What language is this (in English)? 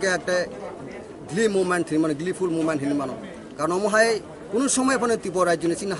Kok Borok